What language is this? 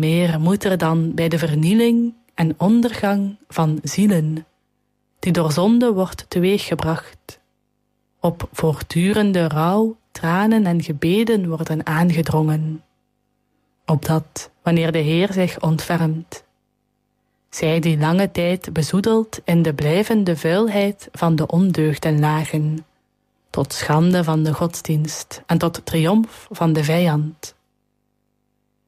Dutch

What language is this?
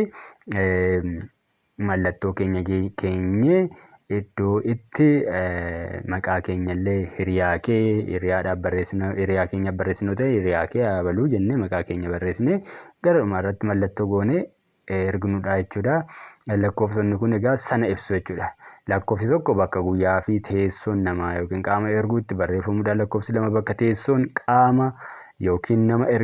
Oromo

